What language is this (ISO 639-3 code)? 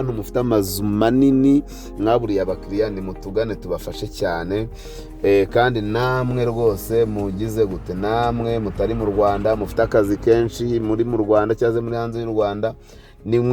kin